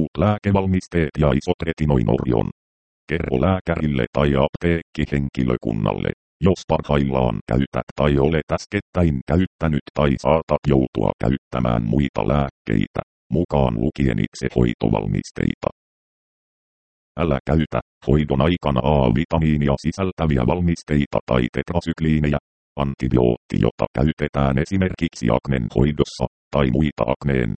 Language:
Finnish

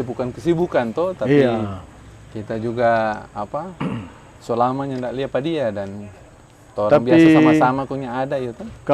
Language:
Manado Malay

